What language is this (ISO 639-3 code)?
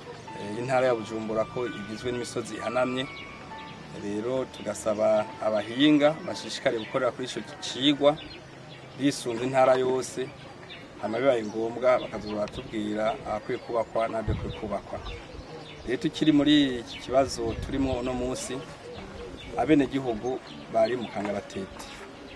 run